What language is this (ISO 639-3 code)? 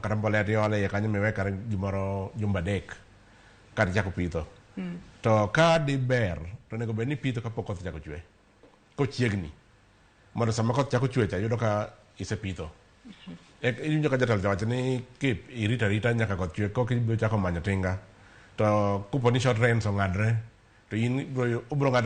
luo